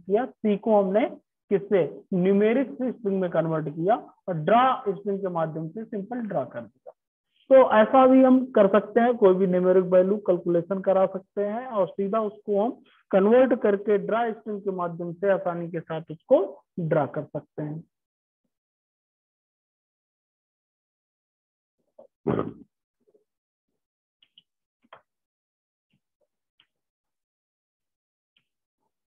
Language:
Hindi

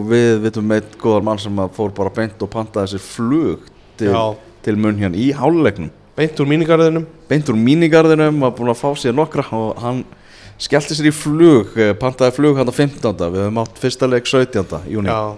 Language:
Icelandic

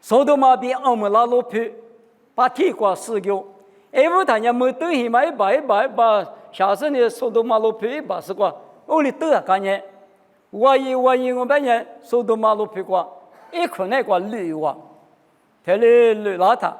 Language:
Lisu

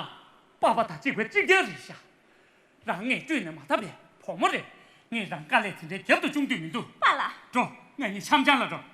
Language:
Tibetan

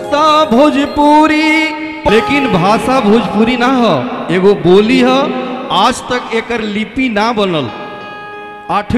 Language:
Bhojpuri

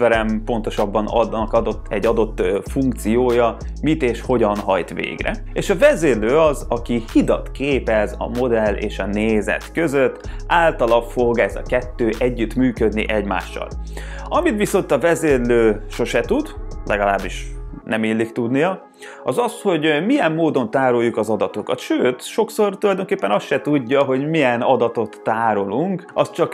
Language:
Hungarian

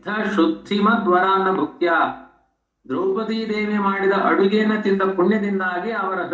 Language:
Kannada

